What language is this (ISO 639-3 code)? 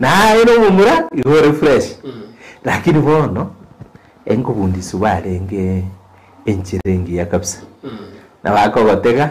guz